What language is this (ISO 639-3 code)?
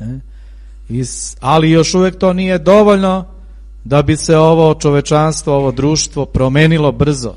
srp